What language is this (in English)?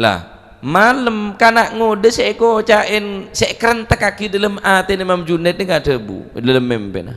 Madurese